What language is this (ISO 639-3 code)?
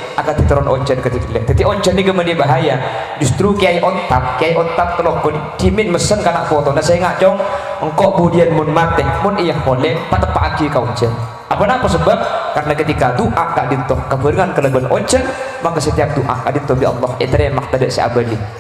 mad